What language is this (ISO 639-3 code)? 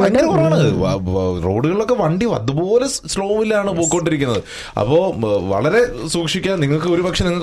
mal